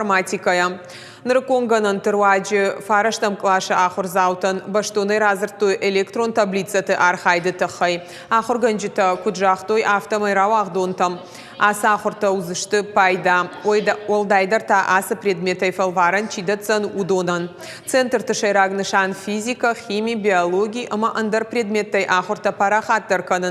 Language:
Ossetic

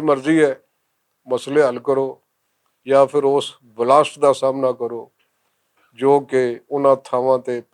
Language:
Western Panjabi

